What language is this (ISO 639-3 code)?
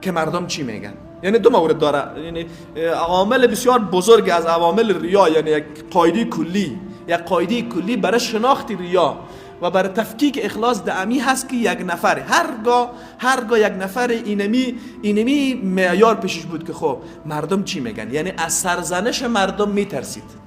fas